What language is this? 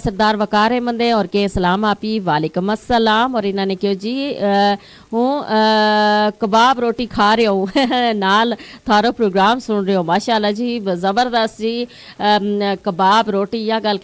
Gujari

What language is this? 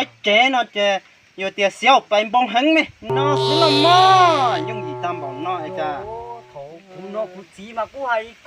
Hmong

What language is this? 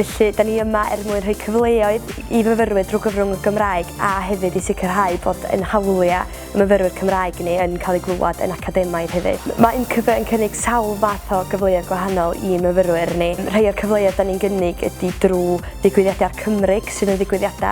Welsh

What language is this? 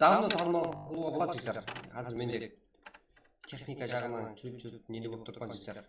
Kara-Kalpak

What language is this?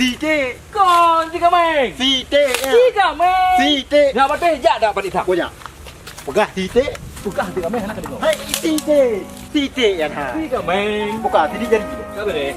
Achinese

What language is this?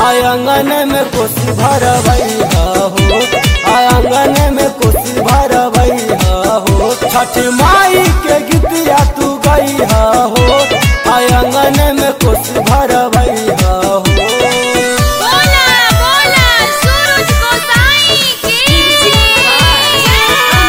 Bhojpuri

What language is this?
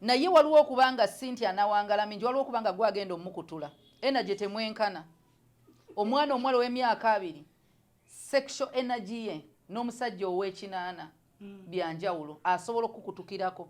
Ganda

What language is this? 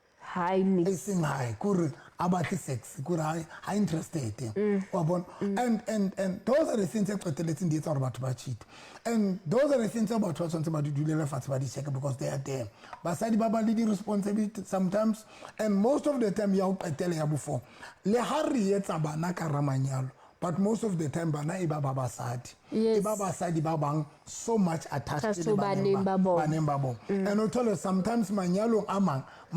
Southern Sotho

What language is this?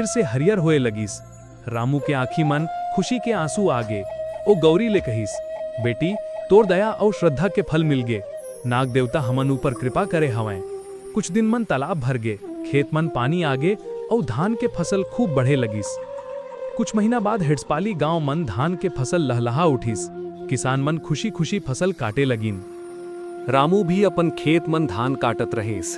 Chhattisgarhi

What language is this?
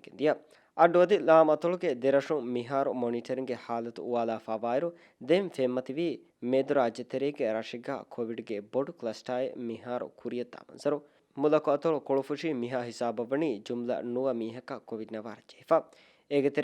Divehi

